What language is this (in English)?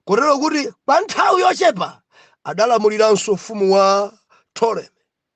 Nyanja